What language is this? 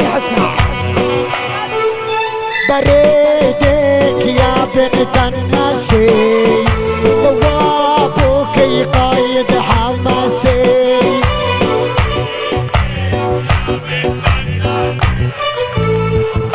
South Levantine Arabic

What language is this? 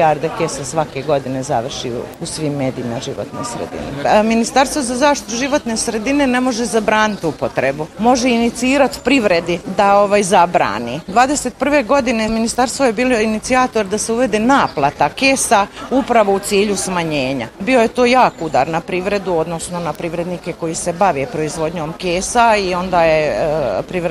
Bosnian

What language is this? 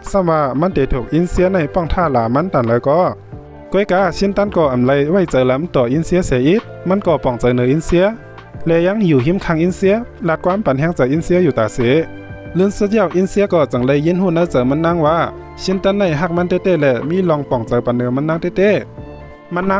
Shan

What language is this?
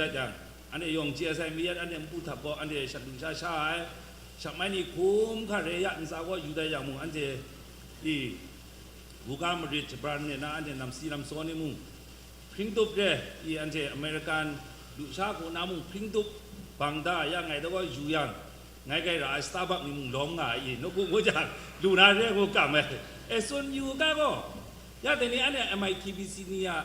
Kachin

